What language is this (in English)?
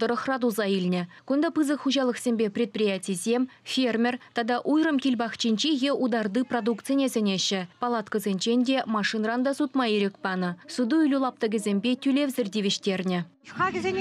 Chuvash